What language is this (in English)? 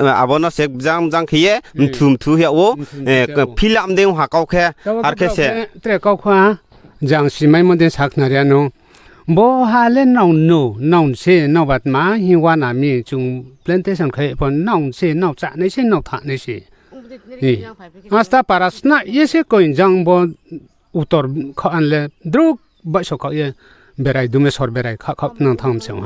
Riang (India)